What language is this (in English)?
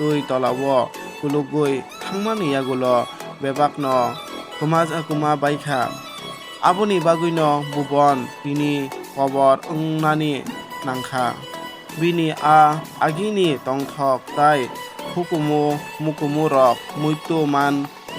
Kok Borok